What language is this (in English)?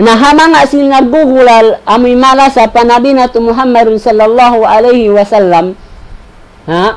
Tausug